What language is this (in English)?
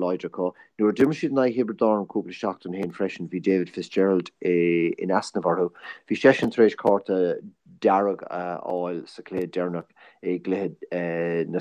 Irish